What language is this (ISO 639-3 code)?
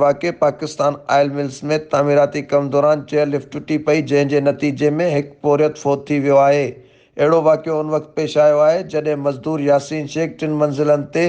snd